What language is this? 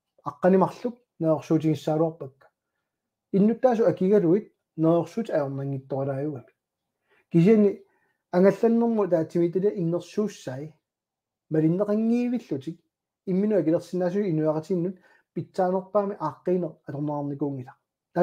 Kalaallisut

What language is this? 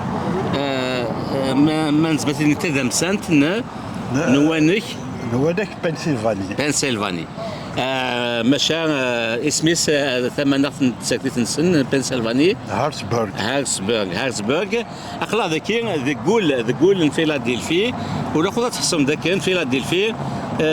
Kabyle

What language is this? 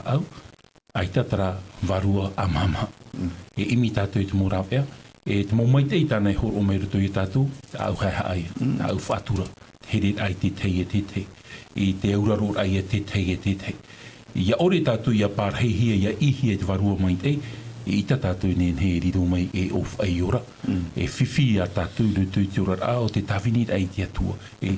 Tahitian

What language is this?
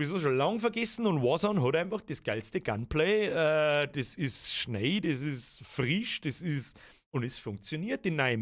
Bavarian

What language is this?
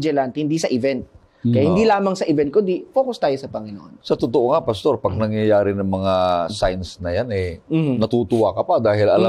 Filipino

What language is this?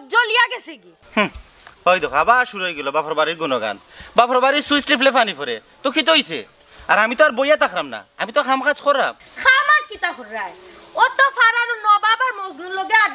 Sylheti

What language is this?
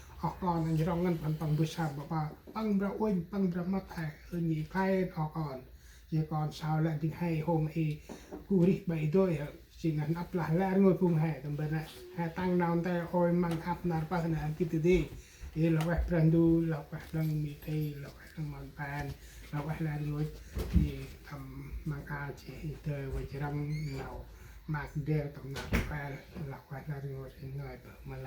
Central Mnong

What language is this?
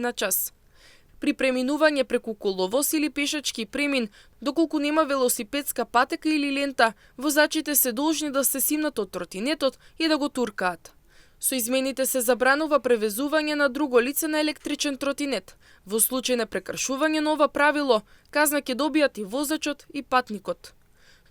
Macedonian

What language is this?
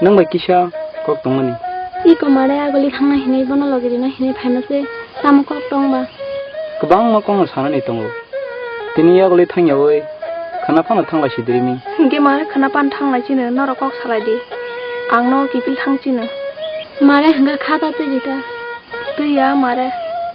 Kok Borok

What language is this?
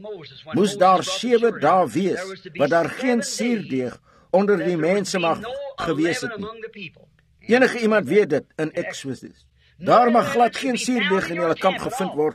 Afrikaans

